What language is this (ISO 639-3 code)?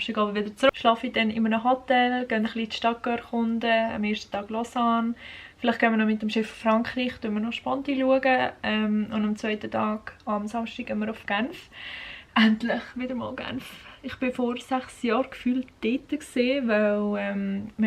gsw